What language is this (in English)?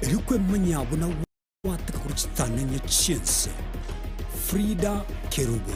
Gusii